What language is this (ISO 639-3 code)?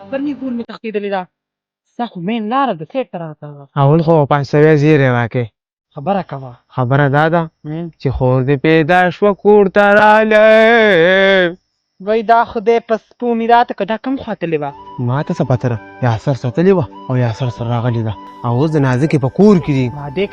pus